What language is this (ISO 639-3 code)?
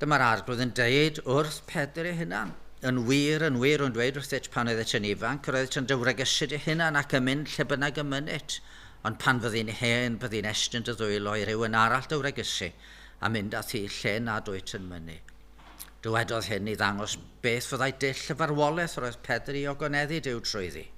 cym